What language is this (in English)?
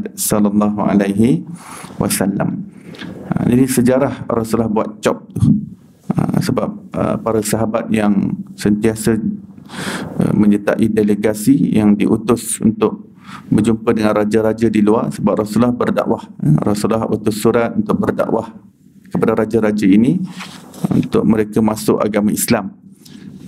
Malay